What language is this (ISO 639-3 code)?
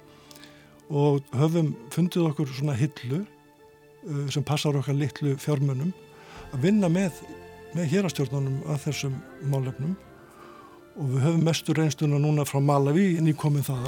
isl